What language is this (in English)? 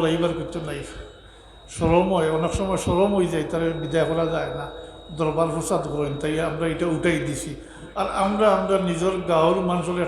Sylheti